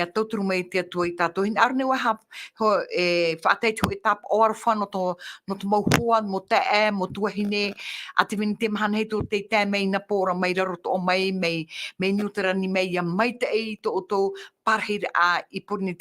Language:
Tahitian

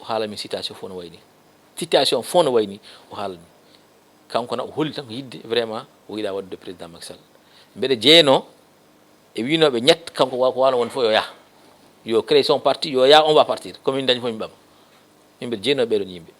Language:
Fula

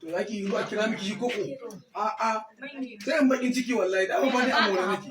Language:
Hausa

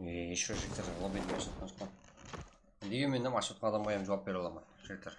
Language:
Kara-Kalpak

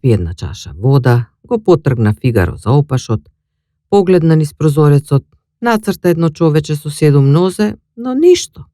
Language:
Macedonian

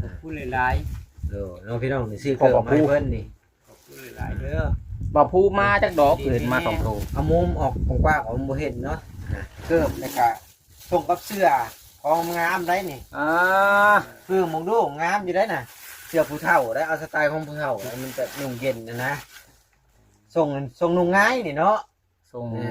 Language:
Lao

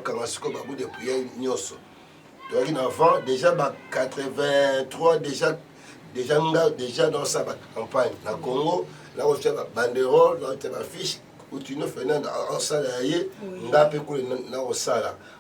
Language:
Lingala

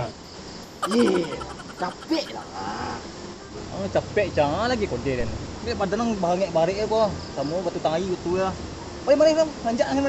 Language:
Minangkabau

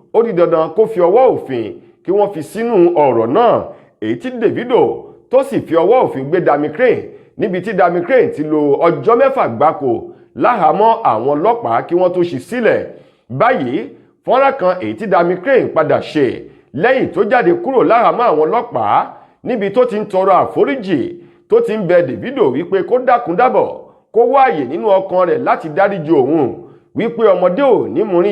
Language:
Yoruba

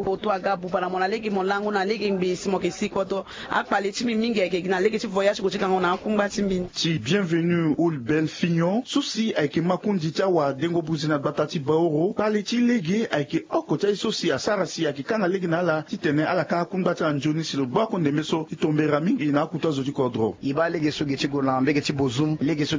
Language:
Sango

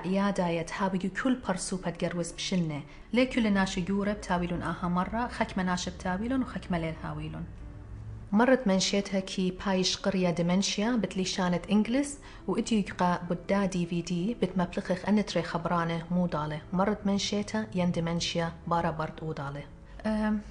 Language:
Assyrian Neo-Aramaic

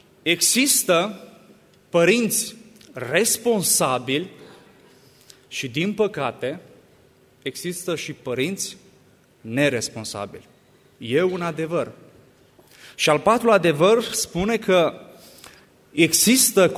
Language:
Romanian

